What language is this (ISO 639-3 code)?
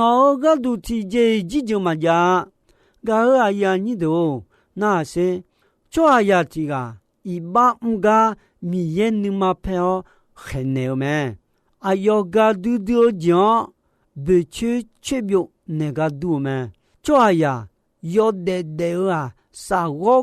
ahk